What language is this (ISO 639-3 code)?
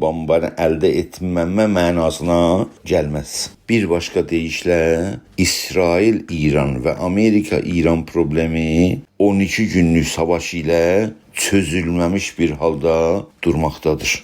azb